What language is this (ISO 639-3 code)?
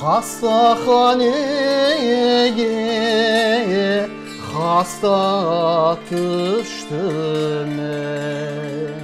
crh